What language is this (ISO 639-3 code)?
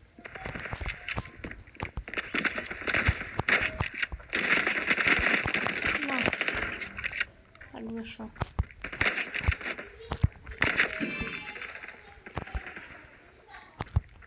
pol